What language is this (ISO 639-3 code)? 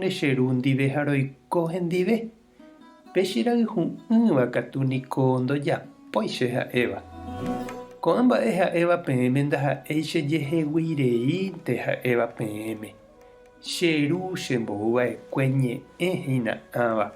grn